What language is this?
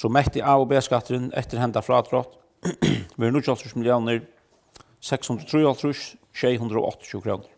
Faroese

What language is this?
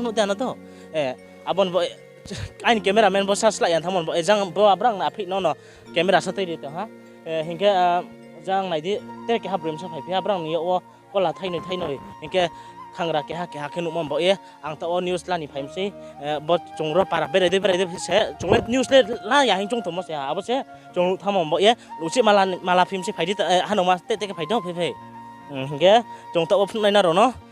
Riang (India)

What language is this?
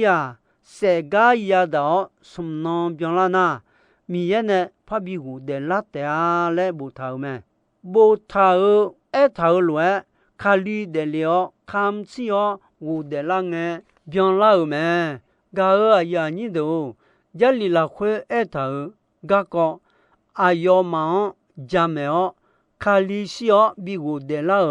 Akha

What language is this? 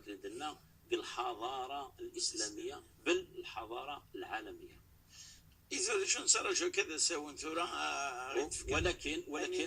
Kabyle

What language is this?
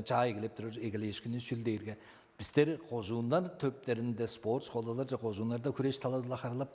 Tuvinian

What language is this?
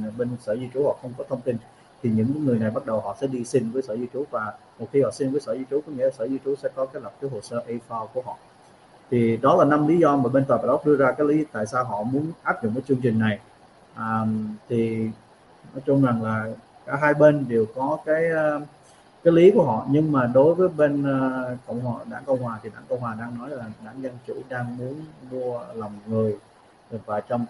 Vietnamese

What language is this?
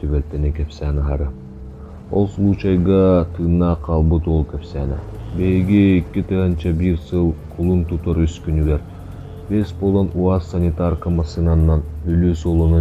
Yakut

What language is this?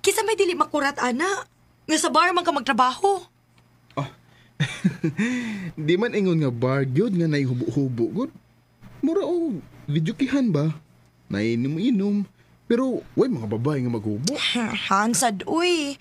Cebuano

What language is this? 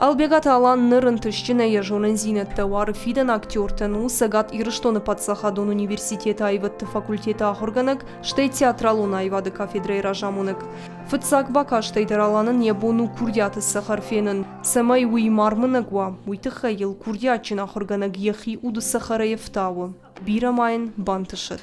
Ossetic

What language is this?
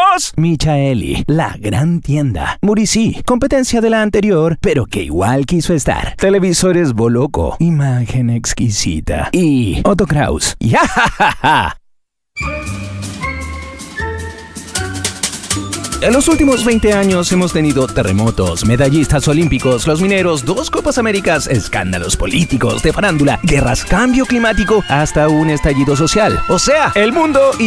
Spanish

